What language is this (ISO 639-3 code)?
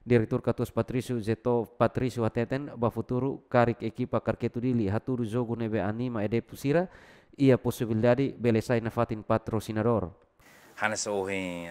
tet